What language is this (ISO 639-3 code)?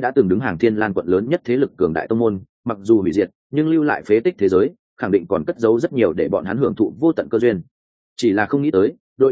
vie